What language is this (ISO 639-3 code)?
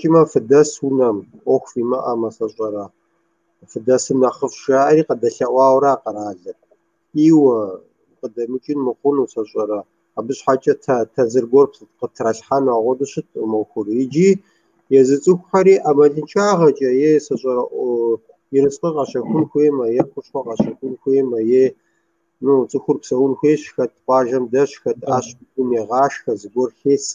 kbd